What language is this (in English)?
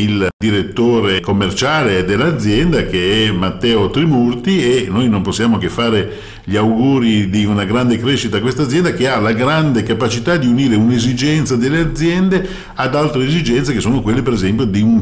Italian